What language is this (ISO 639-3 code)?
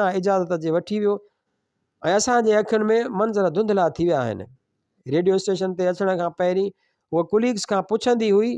snd